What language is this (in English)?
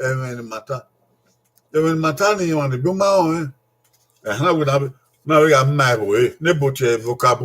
Bini